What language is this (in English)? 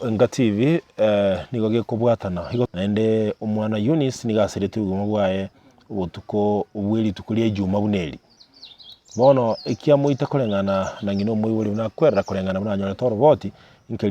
Gusii